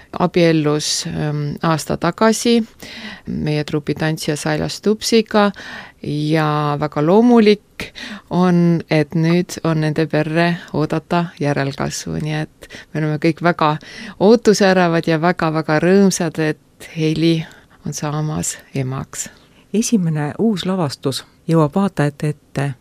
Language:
Estonian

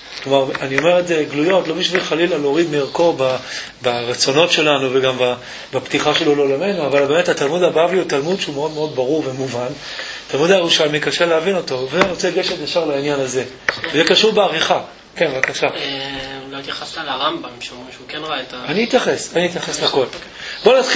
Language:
Hebrew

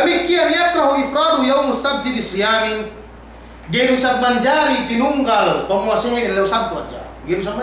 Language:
Yakan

